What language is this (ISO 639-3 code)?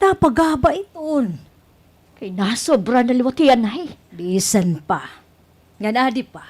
war